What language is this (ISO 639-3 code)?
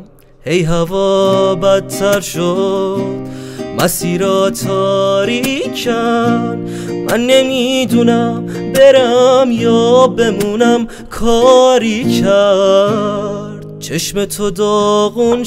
fas